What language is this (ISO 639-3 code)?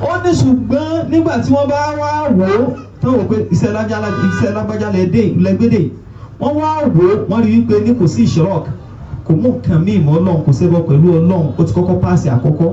yor